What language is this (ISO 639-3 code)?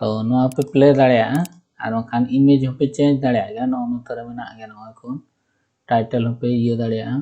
sat